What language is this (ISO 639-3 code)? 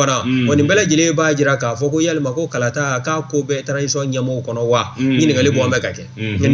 bam